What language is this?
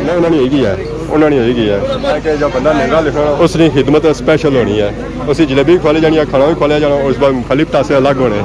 Pahari-Potwari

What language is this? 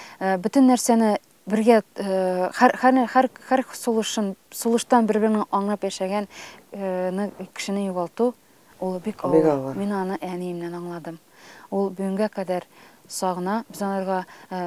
Tatar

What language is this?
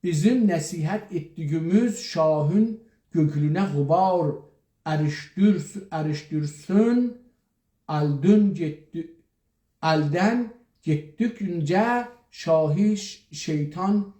South Azerbaijani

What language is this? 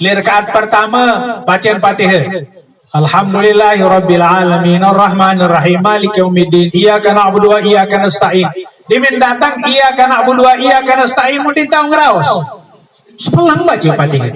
Sasak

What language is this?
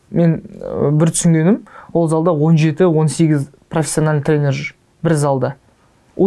Kazakh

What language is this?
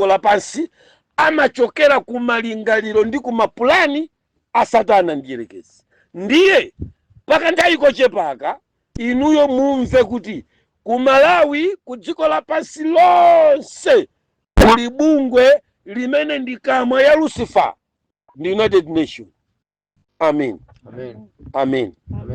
Nyanja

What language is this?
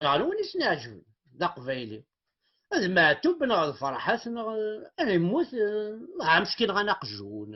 Kabyle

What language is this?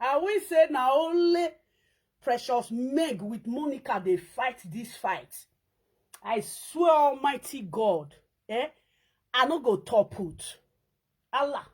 Nigerian Pidgin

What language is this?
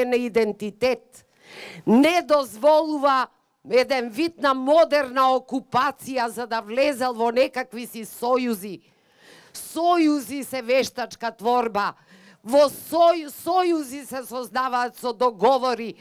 Macedonian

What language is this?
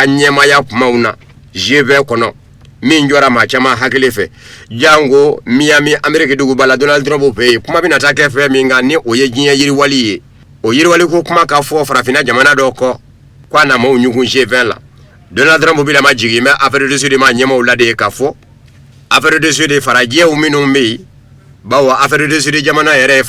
Bambara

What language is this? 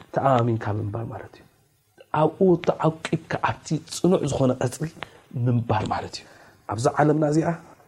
Tigrinya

